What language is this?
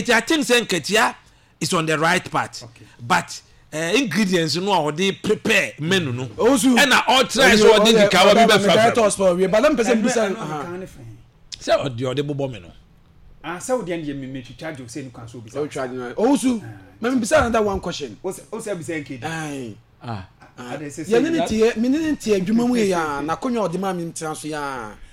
Akan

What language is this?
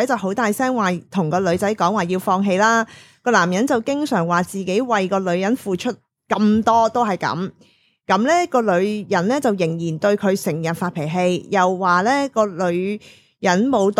Cantonese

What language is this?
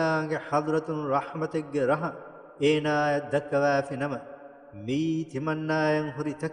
Divehi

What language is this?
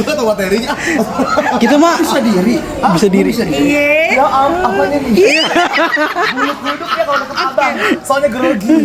Betawi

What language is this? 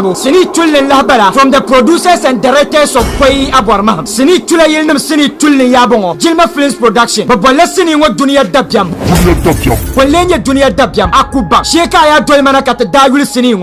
Dagbani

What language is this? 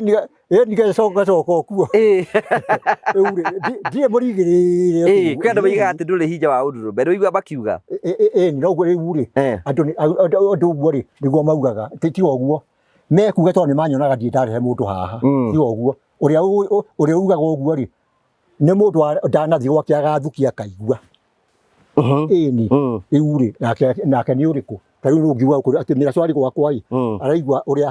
Kikuyu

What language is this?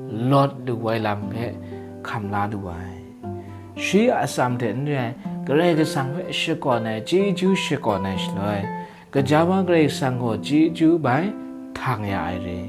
Kachin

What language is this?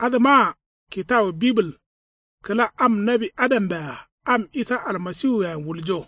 Kanuri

